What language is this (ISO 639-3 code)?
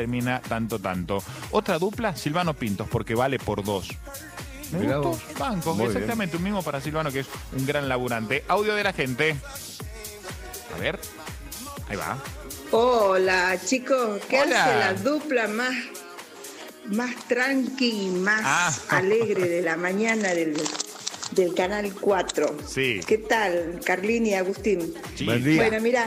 spa